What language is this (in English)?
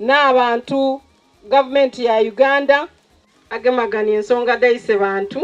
Soga